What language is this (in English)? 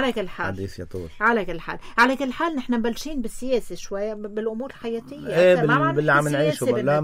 North Levantine Arabic